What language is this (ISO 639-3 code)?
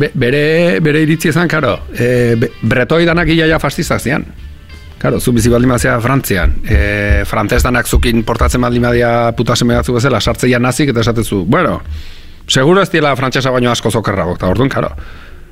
eus